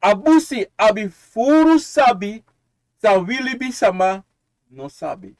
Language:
Sranan Tongo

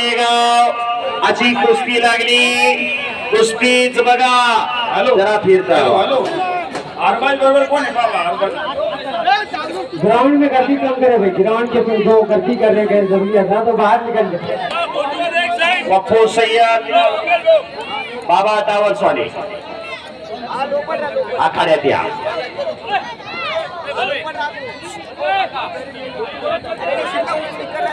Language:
Marathi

